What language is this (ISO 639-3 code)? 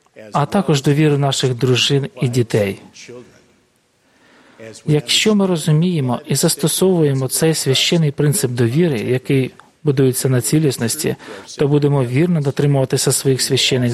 ukr